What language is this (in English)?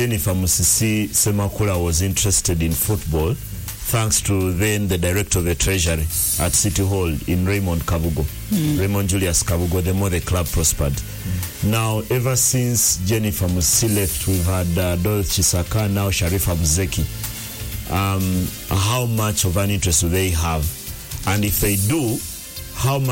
English